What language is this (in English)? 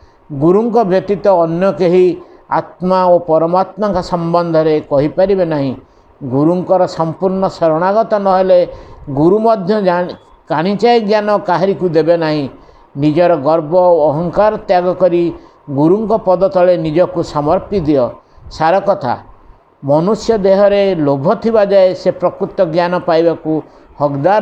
Odia